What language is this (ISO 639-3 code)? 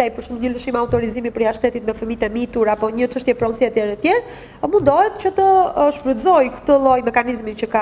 sqi